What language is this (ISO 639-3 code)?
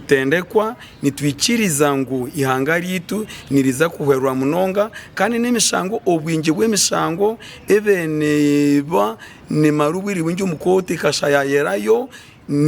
nyn